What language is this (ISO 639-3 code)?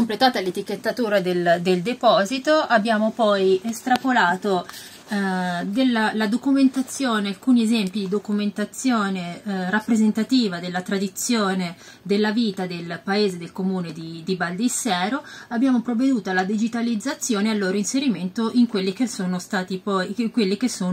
ita